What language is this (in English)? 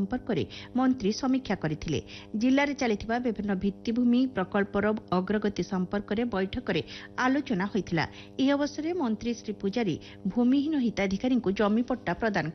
Odia